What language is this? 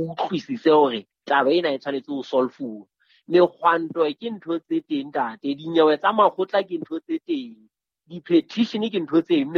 Southern Sotho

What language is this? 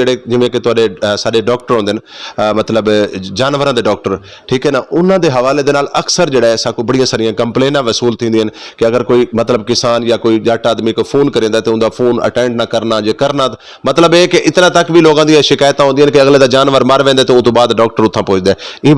Saraiki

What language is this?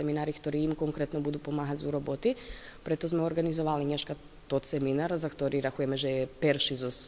Rusyn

